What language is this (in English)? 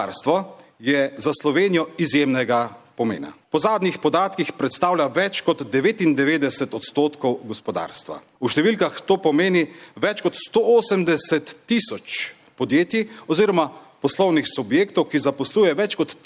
Slovenian